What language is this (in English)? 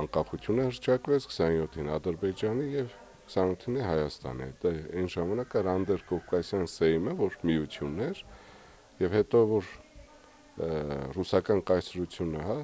Armenian